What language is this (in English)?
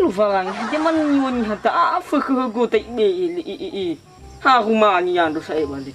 Nias